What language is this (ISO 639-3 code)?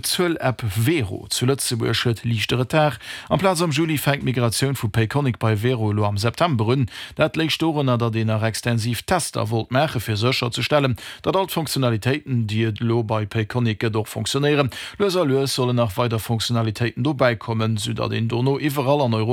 ltz